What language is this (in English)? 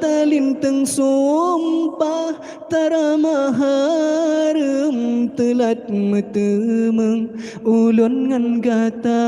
Achinese